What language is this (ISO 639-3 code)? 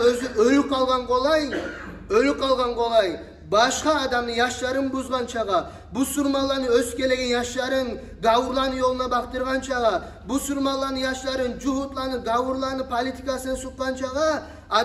kum